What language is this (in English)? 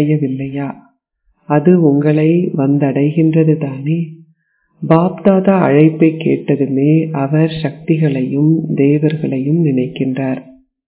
Tamil